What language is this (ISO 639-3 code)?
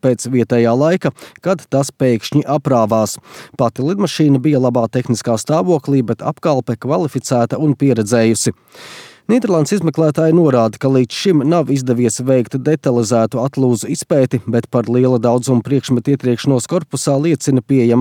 lav